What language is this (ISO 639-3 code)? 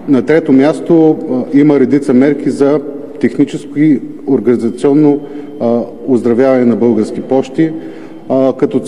bul